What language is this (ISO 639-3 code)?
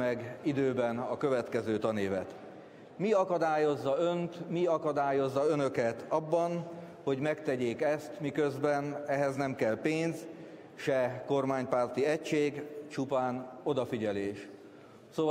hun